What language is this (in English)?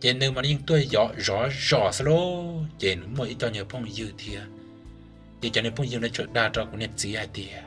Hmong